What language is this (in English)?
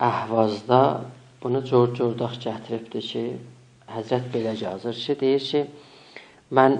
South Azerbaijani